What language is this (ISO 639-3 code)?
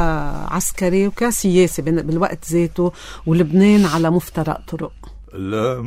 apc